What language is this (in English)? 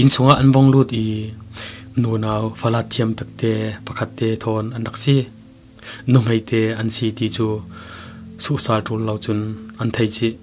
Falam Chin